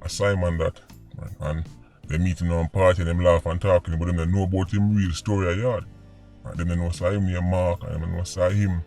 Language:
Jamaican Creole English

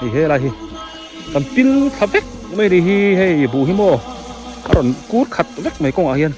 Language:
Biete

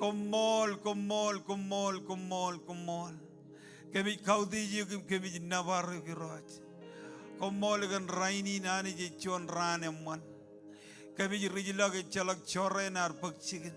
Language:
Marshallese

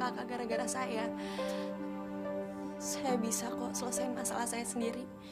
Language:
Indonesian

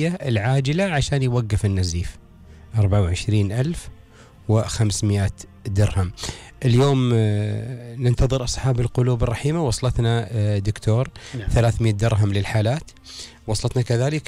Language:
Gulf Arabic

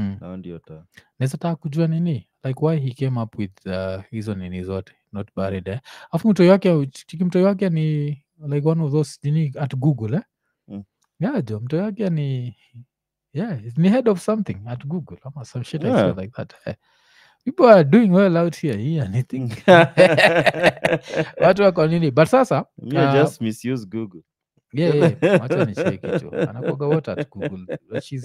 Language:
Swahili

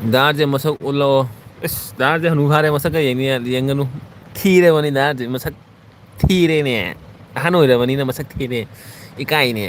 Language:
Manipuri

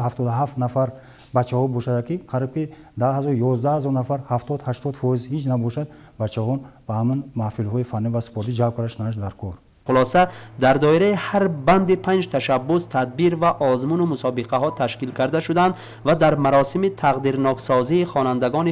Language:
Tajik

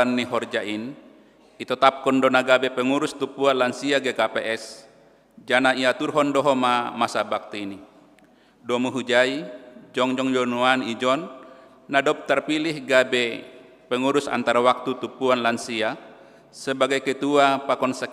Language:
Batak Simalungun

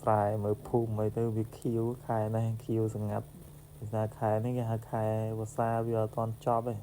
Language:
Khmer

